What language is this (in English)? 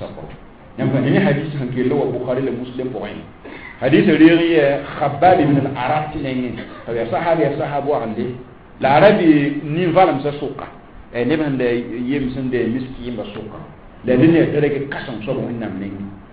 Mossi